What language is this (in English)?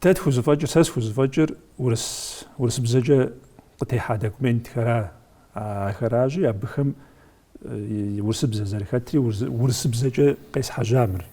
Kabardian